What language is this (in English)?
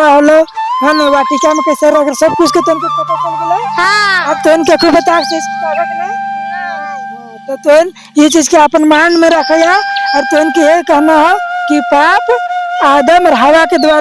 Sadri